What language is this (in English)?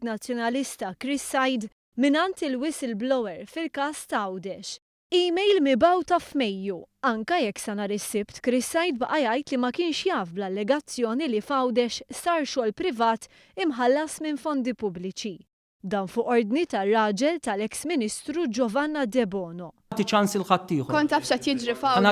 Maltese